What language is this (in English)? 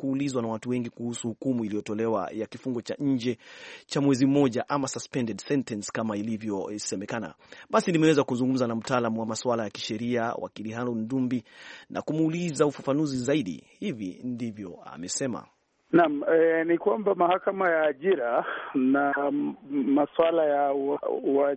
Swahili